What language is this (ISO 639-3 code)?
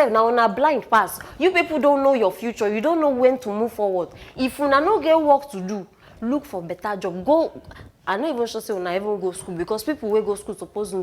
pcm